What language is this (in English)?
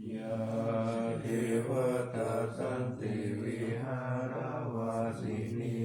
Pali